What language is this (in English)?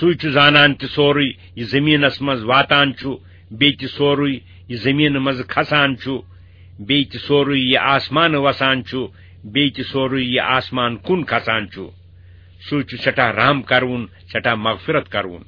Kashmiri